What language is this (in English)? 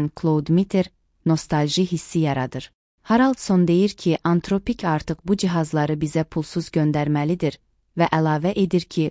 Azerbaijani